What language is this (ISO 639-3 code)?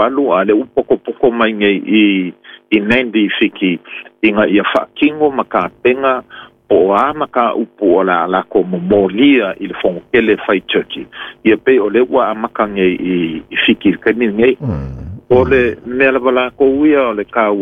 smo